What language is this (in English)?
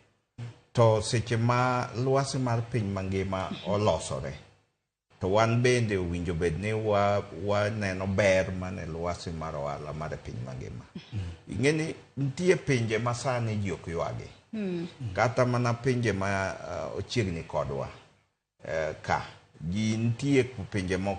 Luo (Kenya and Tanzania)